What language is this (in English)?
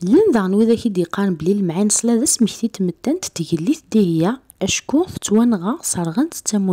Kabyle